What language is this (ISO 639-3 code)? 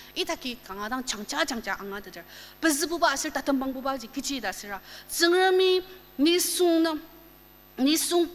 njo